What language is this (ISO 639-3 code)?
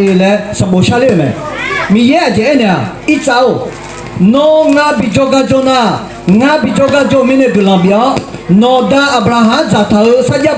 ahk